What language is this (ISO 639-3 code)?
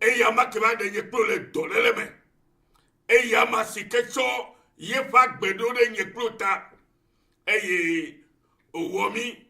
ewe